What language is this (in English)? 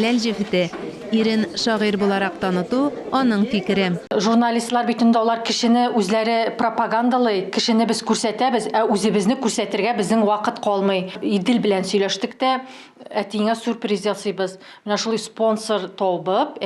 Tatar